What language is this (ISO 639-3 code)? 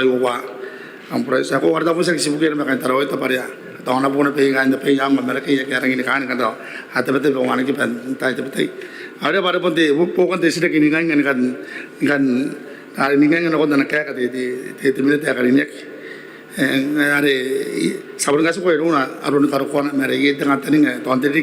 gil